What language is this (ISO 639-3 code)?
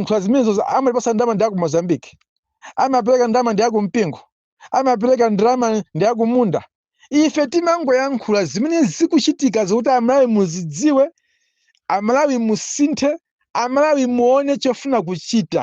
nya